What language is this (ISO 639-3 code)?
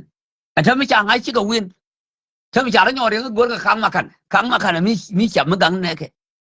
nus